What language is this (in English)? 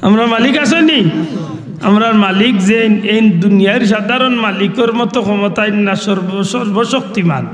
Sylheti